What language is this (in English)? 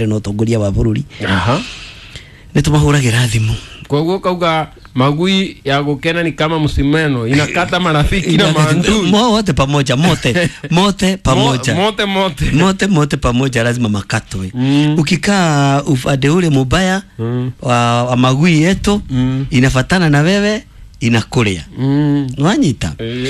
Kikuyu